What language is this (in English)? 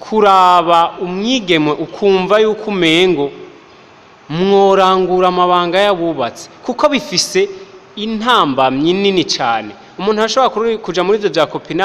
Rundi